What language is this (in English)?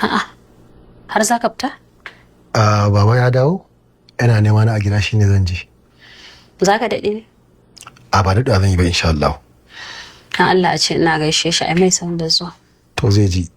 Hausa